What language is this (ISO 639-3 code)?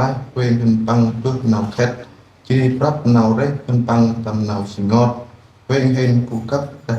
cmo